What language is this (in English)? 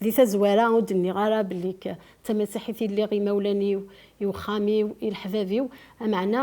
Kabyle